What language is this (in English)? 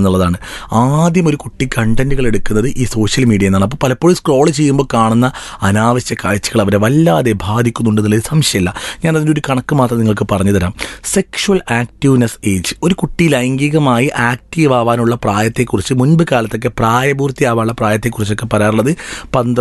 Malayalam